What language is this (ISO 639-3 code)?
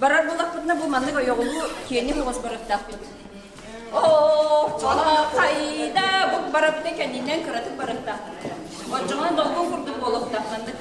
sah